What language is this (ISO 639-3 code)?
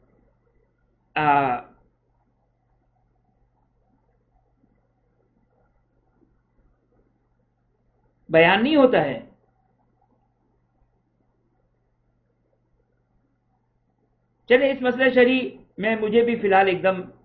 urd